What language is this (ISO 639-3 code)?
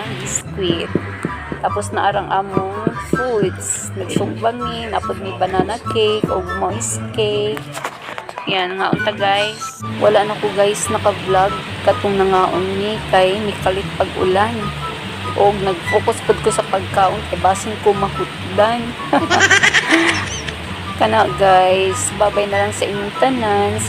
ceb